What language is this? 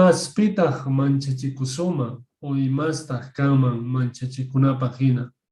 Quechua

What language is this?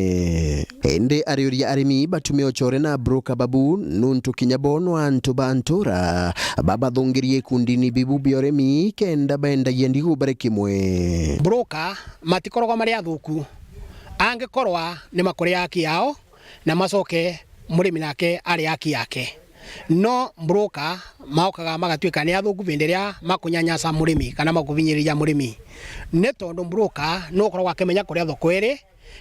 Meru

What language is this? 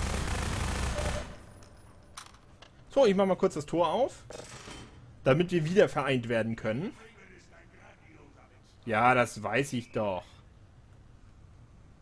German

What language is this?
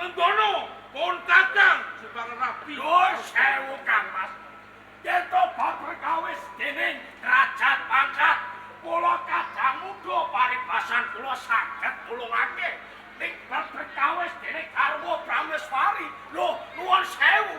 Javanese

